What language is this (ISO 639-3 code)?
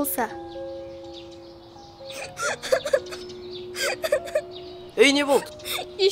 kaz